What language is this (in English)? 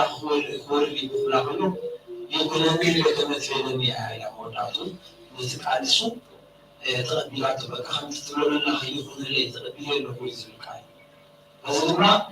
Tigrinya